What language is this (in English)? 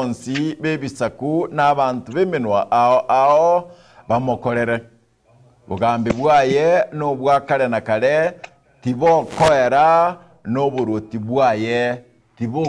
Gusii